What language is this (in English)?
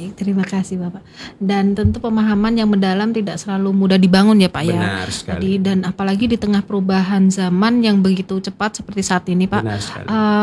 Indonesian